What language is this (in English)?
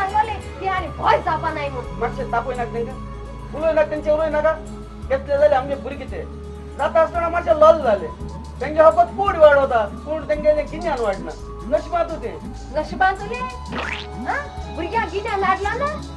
Konkani